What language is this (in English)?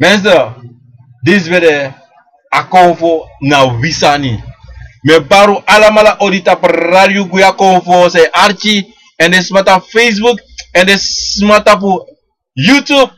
Sranan Tongo